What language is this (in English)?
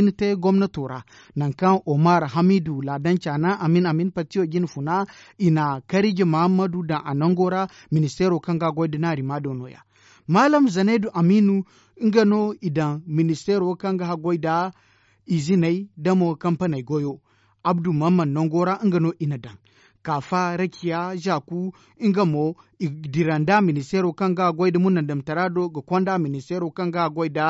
Zarma